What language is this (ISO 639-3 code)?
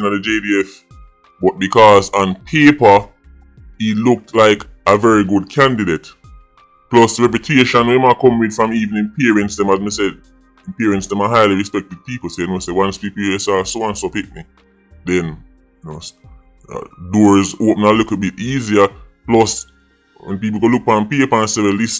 jam